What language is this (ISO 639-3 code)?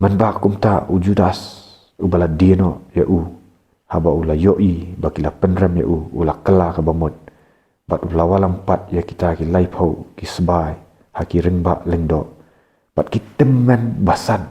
kha